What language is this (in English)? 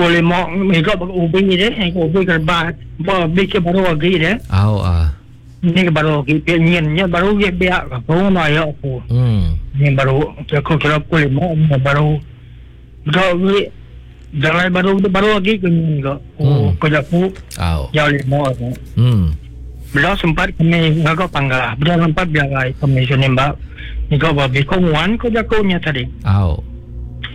Iban